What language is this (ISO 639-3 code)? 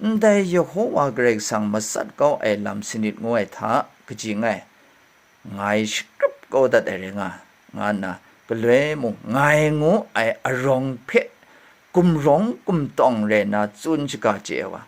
kac